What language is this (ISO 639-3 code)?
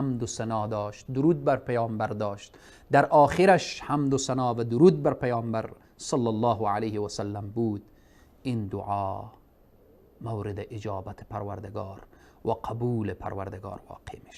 fas